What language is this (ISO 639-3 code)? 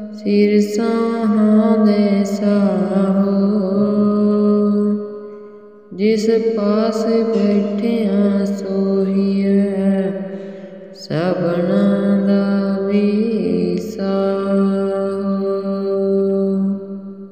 pan